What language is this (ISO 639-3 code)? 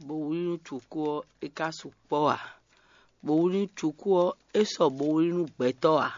fon